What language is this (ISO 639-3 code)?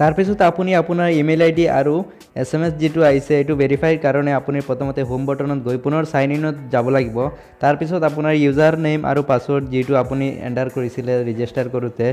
asm